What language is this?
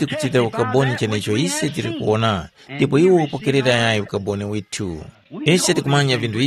Tumbuka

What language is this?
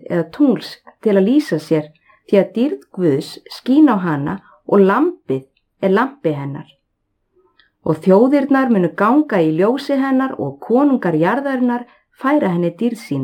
Icelandic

